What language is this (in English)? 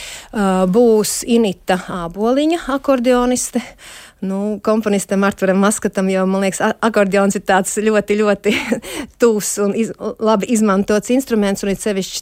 Latvian